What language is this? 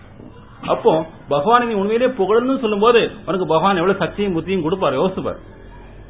Tamil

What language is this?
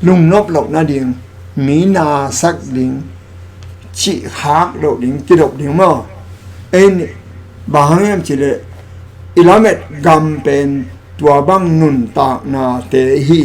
Tedim Chin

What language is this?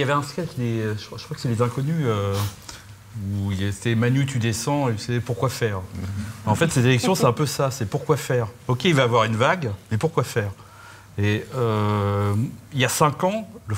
French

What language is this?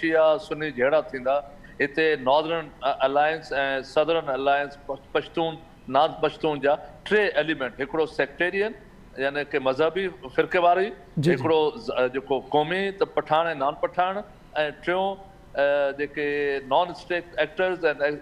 Sindhi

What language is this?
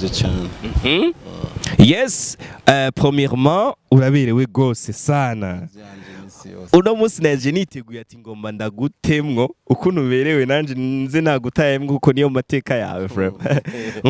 Rundi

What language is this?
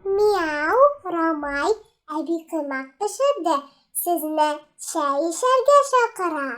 Tatar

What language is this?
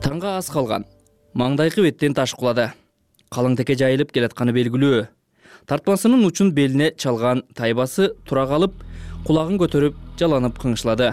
Kyrgyz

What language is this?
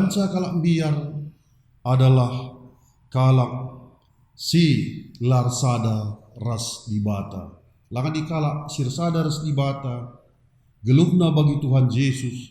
Batak Karo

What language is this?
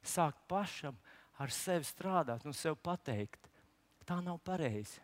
Latvian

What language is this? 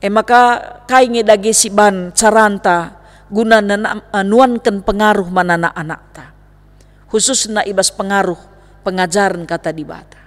Batak Karo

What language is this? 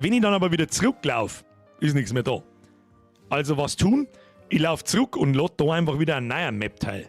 Bavarian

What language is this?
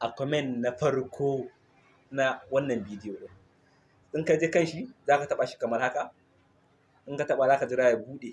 Hausa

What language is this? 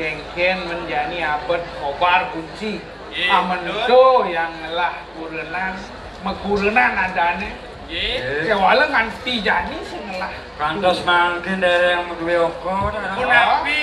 Balinese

